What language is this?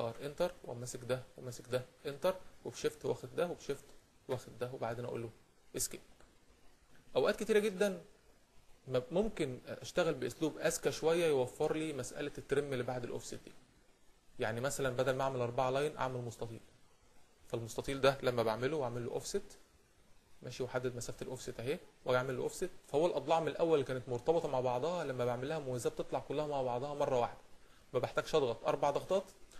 Egyptian Arabic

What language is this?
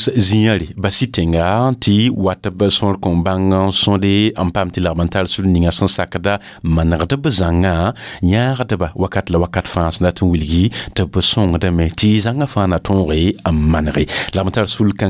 Mossi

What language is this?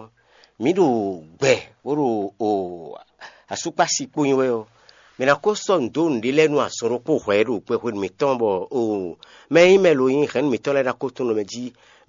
Fon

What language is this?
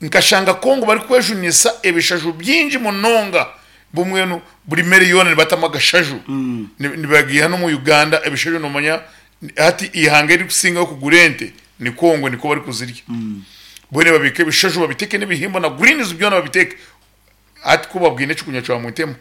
Nyankole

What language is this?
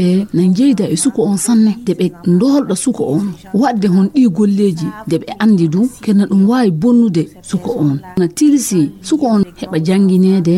Fula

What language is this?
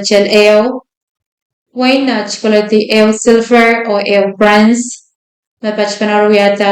Pohnpeian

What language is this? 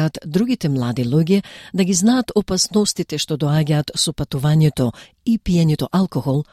Macedonian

